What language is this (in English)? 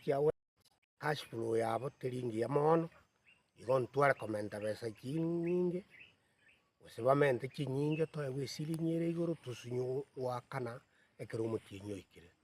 Gusii